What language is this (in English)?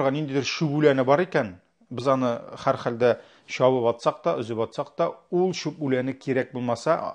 Tatar